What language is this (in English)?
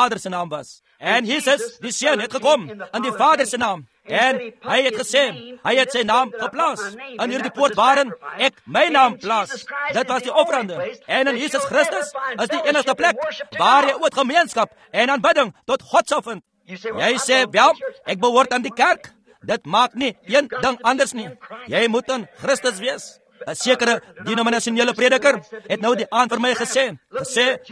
Afrikaans